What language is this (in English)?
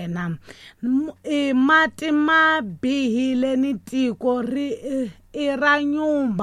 Tsonga